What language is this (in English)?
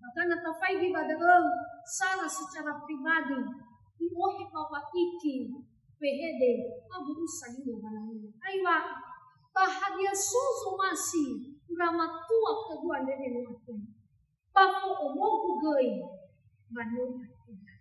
Nias